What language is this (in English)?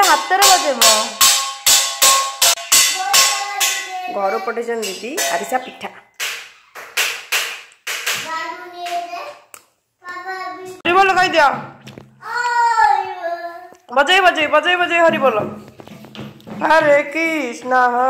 Odia